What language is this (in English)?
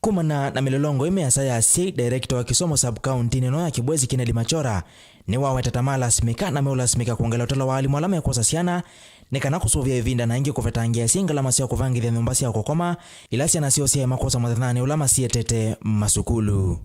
Kamba